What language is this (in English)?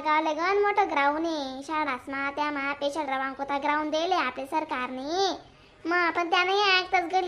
Khandesi